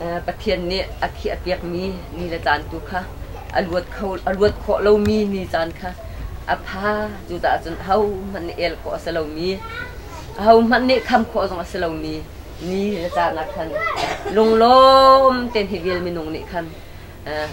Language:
Hakha Chin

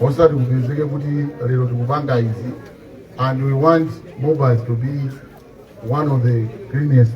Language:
Nyanja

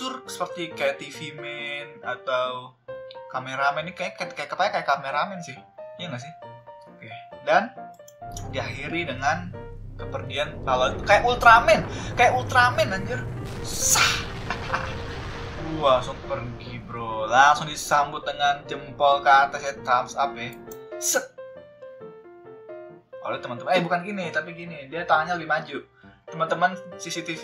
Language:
Indonesian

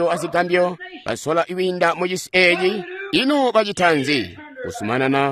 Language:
Tonga (Zambia)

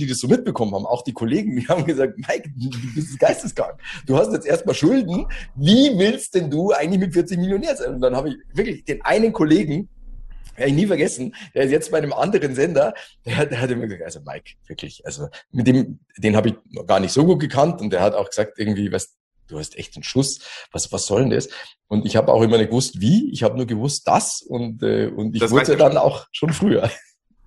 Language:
German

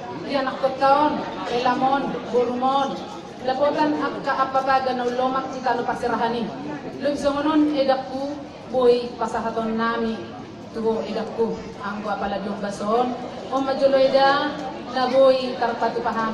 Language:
Batak Toba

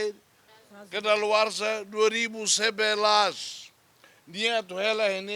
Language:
Tetum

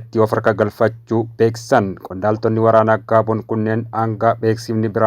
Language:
Oromo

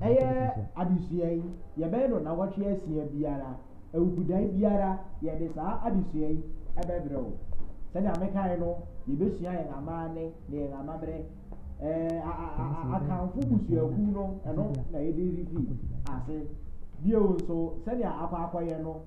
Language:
Akan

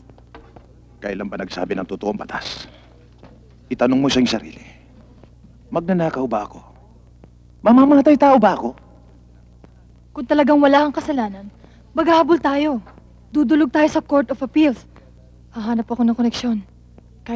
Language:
Filipino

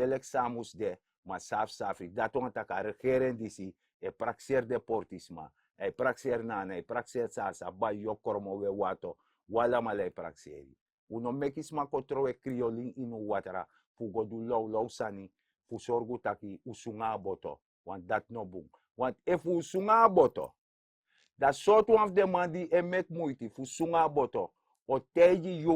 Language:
Sranan Tongo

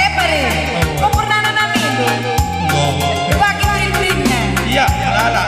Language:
Batak Karo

